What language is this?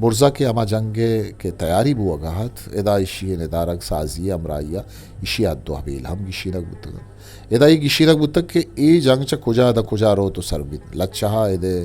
Eastern Balochi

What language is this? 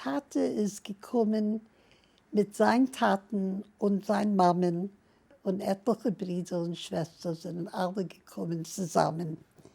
Yiddish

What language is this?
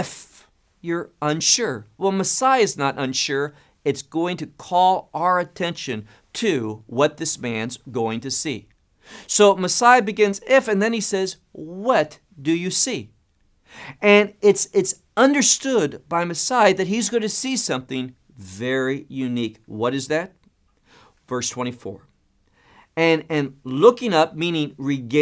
English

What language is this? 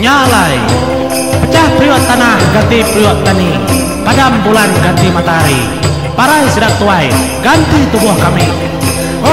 Iban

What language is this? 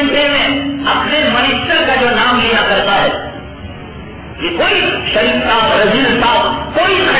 Urdu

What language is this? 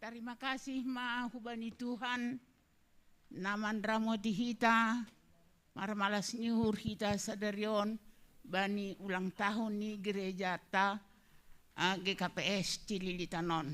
Batak Simalungun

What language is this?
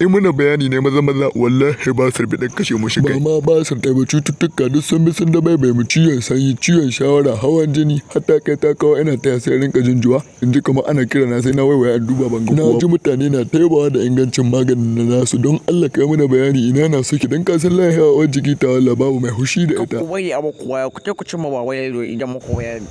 Hausa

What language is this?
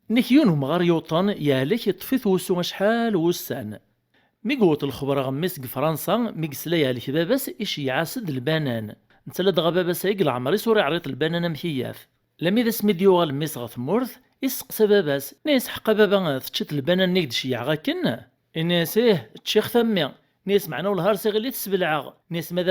Kabyle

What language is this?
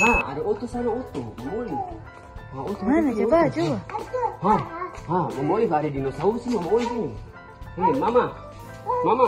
Ambonese Malay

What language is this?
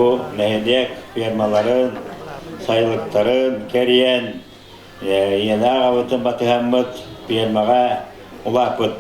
Yakut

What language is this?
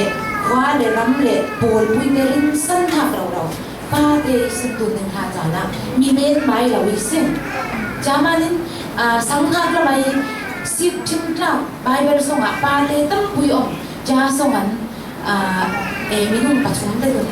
Falam Chin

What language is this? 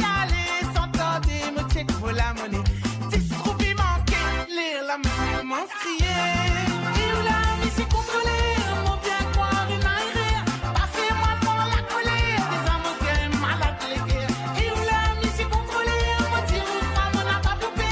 Morisyen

